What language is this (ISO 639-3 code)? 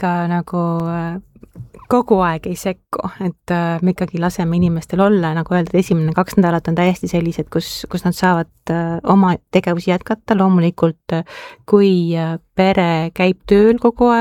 est